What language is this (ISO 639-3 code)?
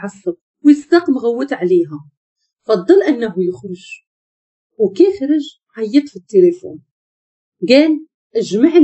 ary